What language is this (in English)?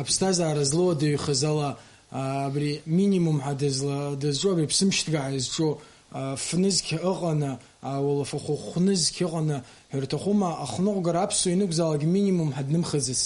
Abkhazian